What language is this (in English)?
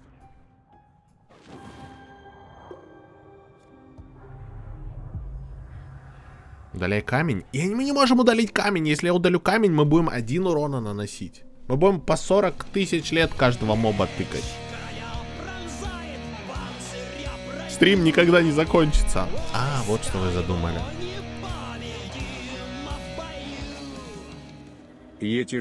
Russian